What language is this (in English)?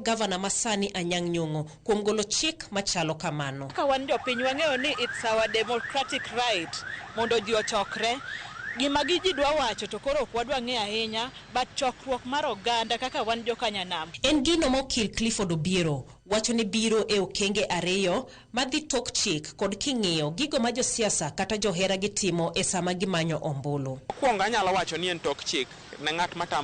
Luo (Kenya and Tanzania)